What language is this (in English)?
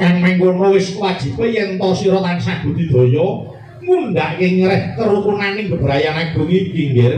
Javanese